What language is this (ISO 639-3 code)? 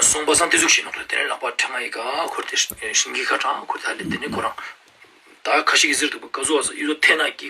lbj